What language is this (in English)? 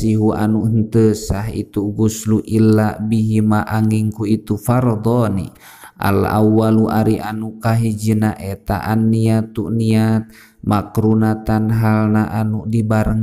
Sundanese